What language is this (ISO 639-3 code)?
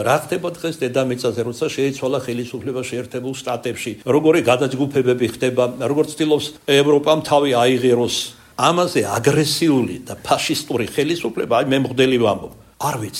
kat